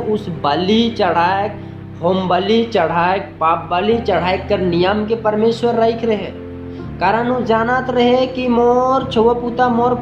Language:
Sadri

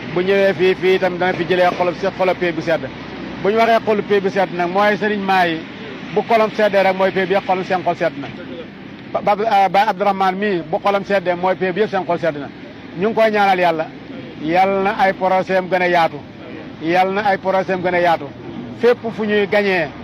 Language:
Wolof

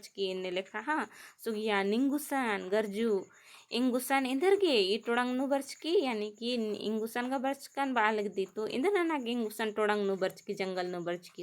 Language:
Kurukh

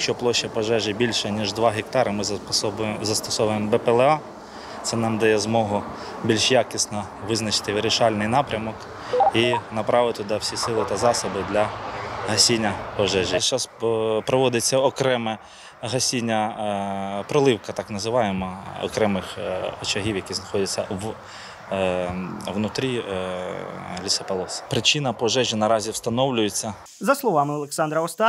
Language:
Ukrainian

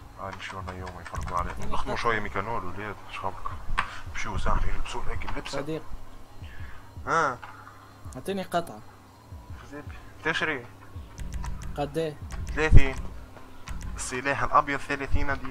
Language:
Tunisian Arabic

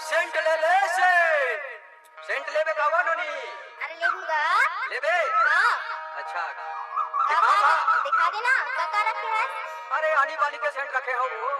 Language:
Chhattisgarhi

